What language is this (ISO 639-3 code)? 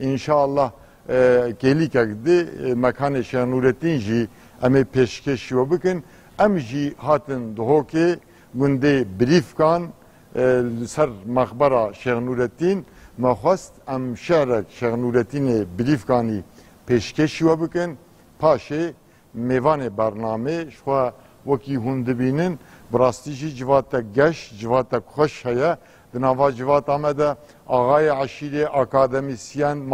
kur